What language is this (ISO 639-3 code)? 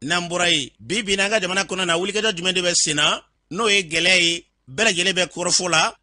bam